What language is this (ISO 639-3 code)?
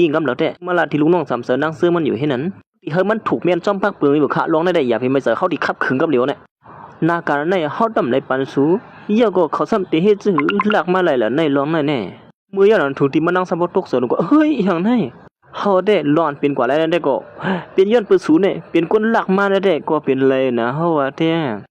shn